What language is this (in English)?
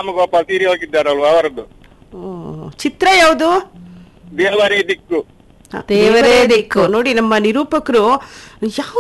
Kannada